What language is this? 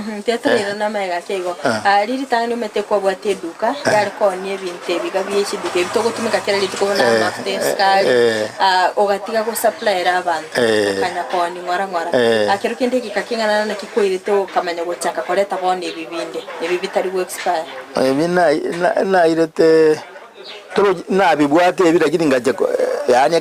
Gusii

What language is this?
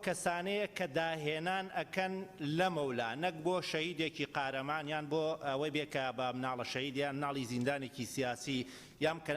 Central Kurdish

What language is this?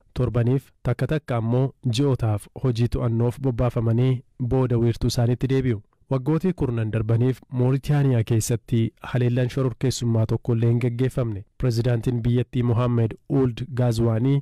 Oromo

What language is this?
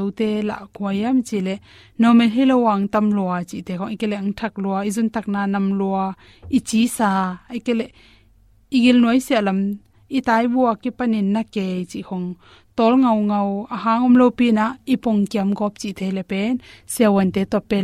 Tedim Chin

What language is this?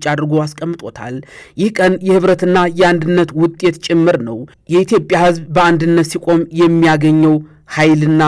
Amharic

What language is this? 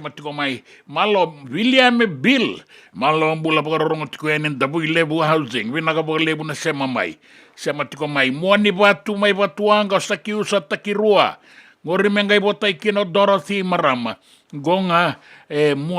Fijian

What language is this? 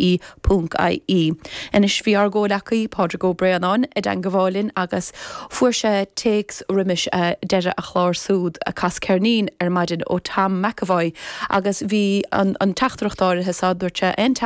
Irish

